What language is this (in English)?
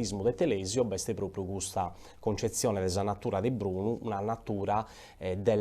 Sardinian